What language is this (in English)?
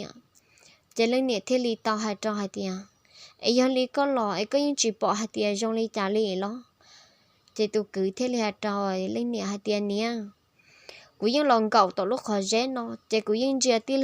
Hmong